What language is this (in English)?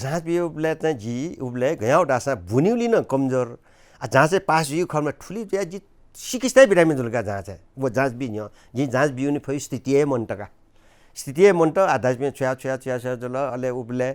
Newari